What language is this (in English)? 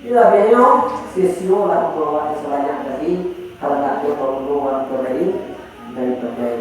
Minangkabau